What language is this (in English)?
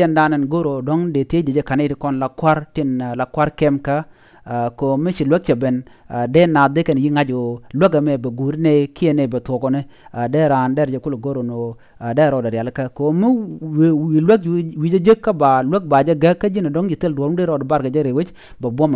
Nuer